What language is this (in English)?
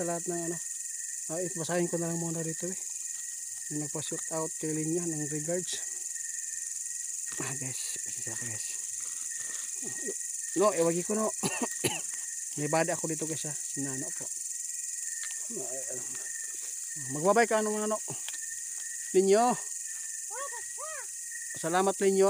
Filipino